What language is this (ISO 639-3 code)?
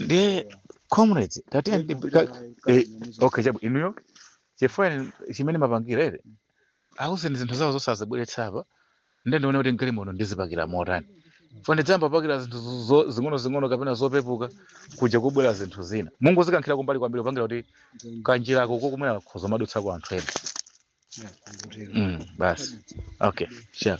nya